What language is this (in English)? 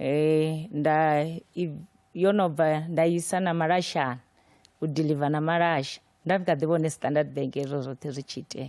Venda